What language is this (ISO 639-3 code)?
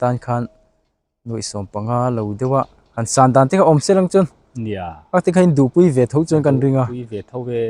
lus